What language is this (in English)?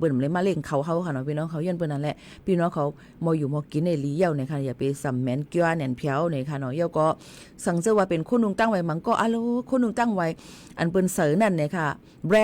Shan